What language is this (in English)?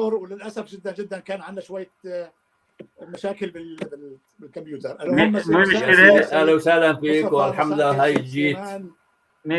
North Levantine Arabic